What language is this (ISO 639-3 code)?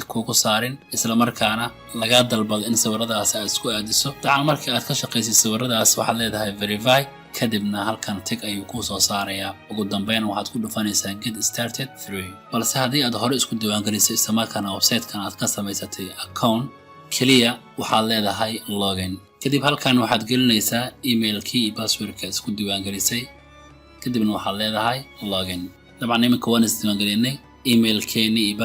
som